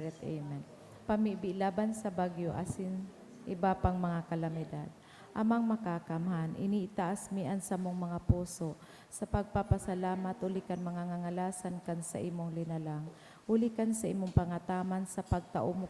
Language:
Bikol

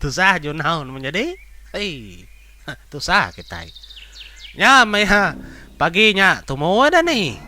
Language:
Iban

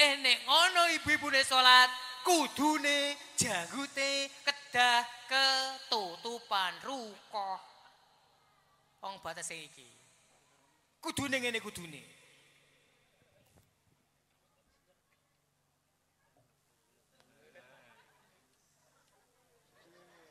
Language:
Javanese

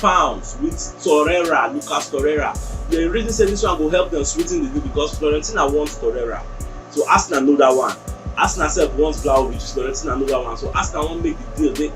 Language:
Nigerian Pidgin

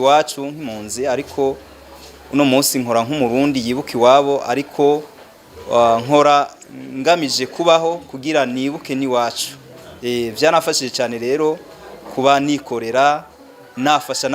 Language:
Rundi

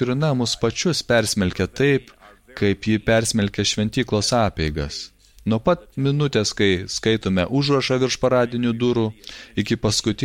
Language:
Lithuanian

